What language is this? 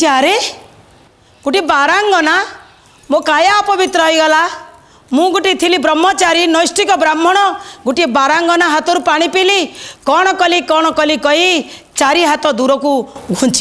Odia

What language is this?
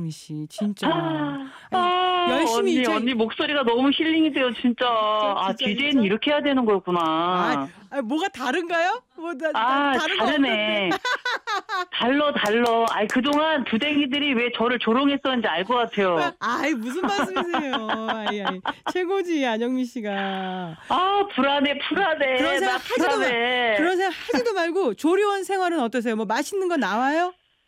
Korean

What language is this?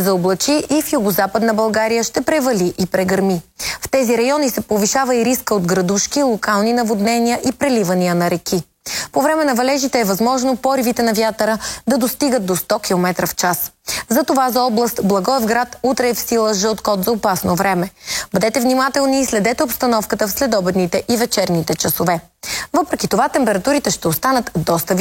Bulgarian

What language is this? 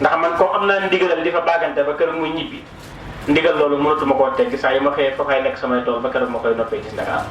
Wolof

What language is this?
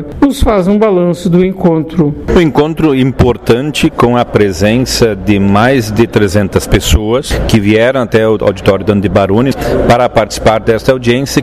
Portuguese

